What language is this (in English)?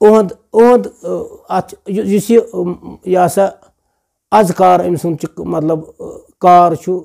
Kashmiri